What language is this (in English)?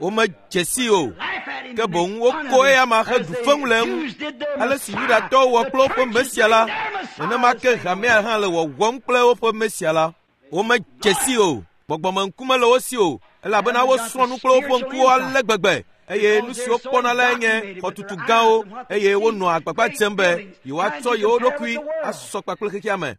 Ewe